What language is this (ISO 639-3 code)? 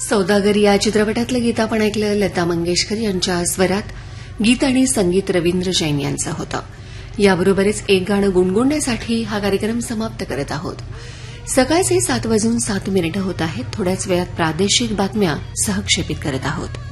mar